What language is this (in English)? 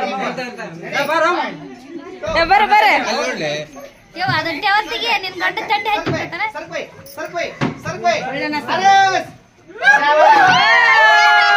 Kannada